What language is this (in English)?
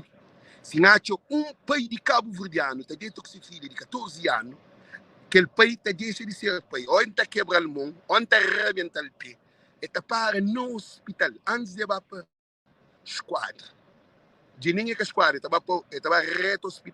Kabuverdianu